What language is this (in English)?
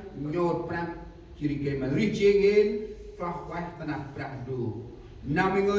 Central Mnong